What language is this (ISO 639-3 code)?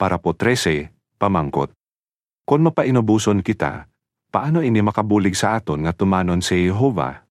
hil